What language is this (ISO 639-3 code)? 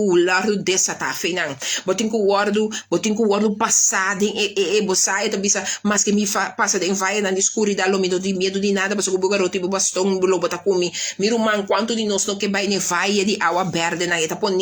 pap